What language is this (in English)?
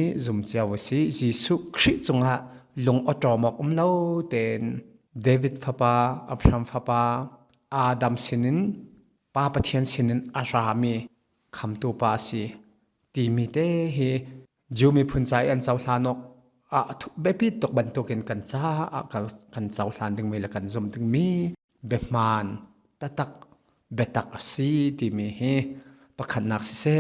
Hakha Chin